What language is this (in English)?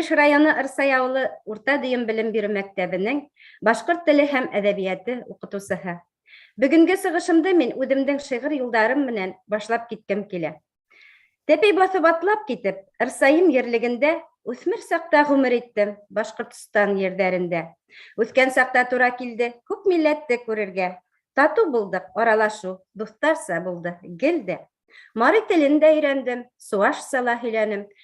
Bashkir